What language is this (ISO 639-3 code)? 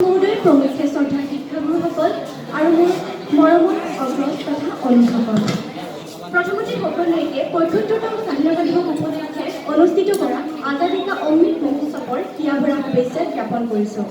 asm